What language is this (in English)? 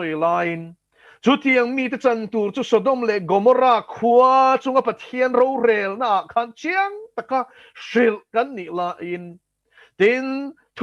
Mizo